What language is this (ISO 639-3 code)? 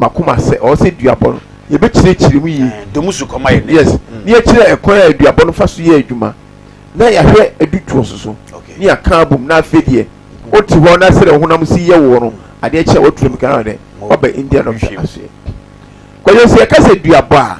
aka